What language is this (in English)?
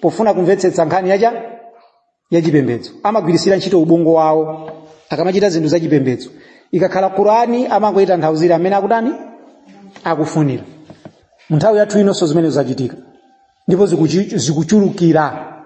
Nyanja